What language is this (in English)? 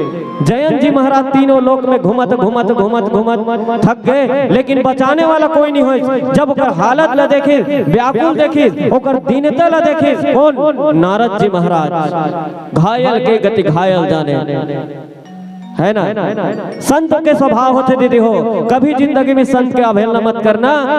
Chhattisgarhi